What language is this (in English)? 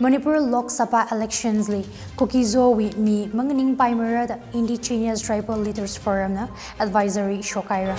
Tangkhul Naga (India)